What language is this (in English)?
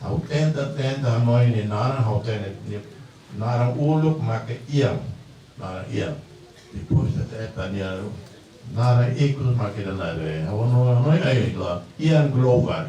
Tetum